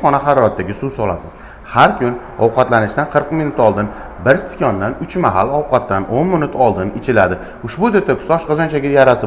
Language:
Uzbek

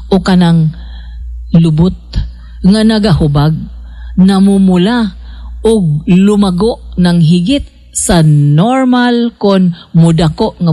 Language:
Cebuano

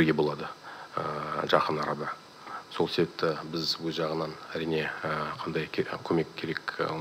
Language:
Kazakh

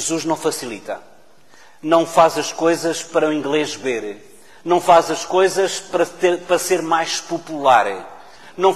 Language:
Portuguese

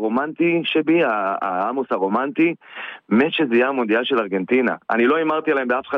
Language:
Hebrew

